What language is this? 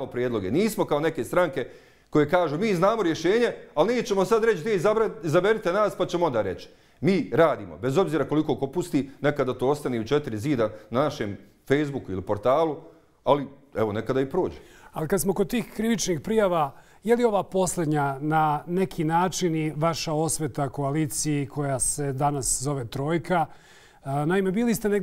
Bosnian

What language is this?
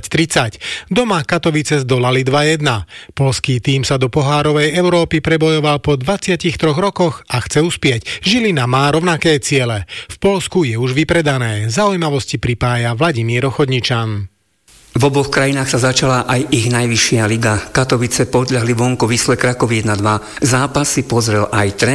Slovak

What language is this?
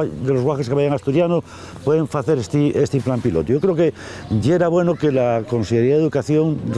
Asturian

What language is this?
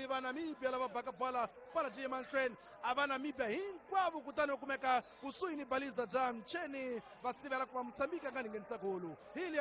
Tsonga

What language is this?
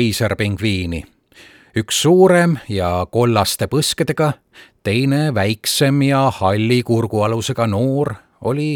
Estonian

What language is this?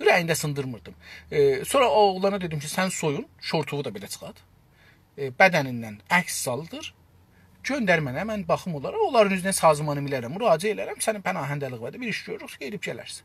South Azerbaijani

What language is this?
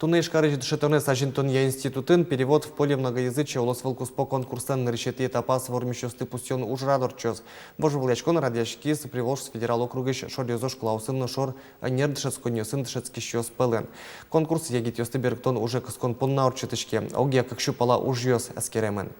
Udmurt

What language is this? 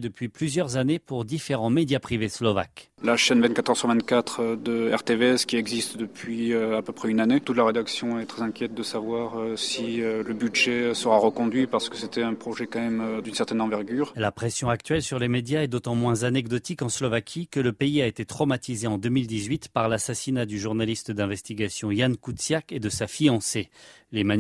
French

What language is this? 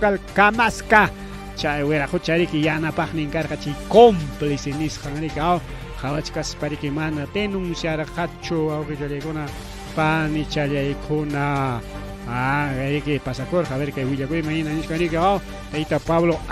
Ayacucho Quechua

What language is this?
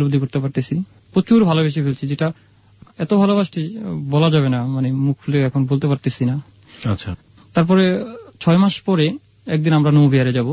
Bangla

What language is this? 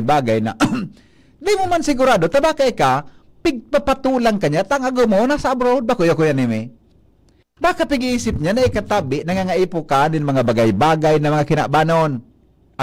Bikol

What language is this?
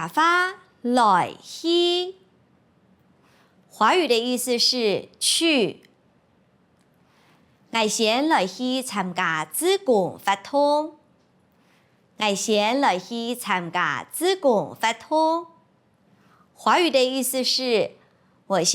Hakka Chinese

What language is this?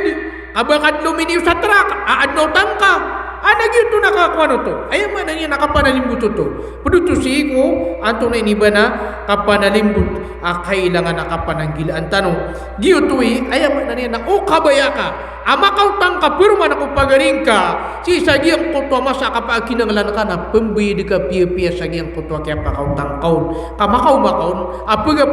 Maranao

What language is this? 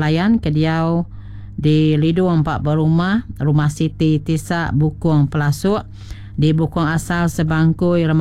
Iban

